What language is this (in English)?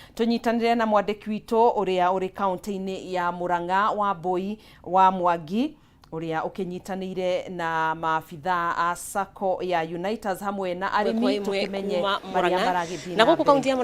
Kikuyu